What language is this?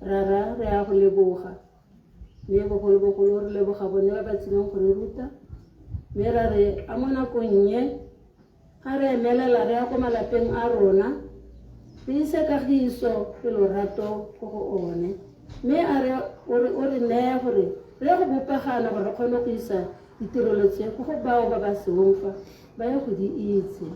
Tswana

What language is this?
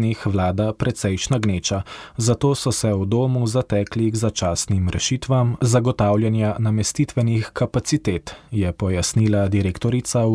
Slovenian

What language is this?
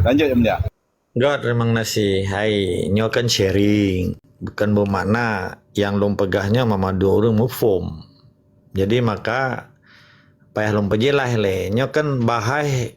Achinese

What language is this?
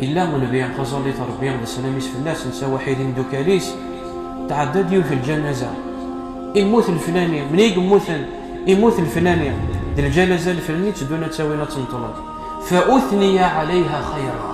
Kabyle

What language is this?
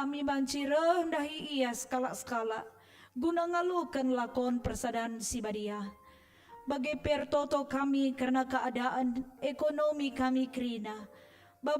Batak Karo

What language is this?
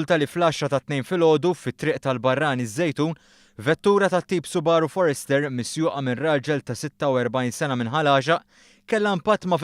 Maltese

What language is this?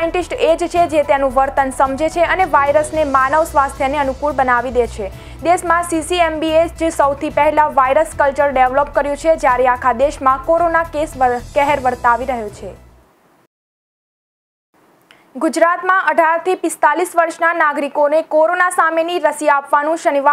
Gujarati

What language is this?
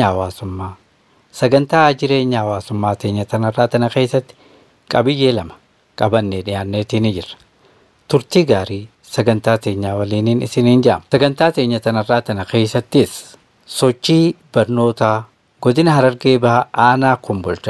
Oromo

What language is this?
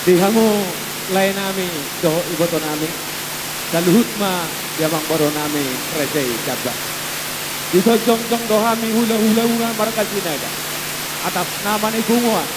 Batak Toba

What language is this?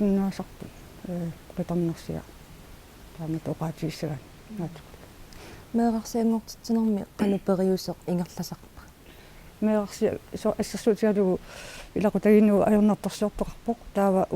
Kalaallisut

